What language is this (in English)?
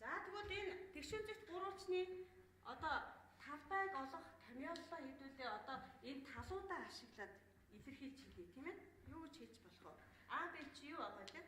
Mongolian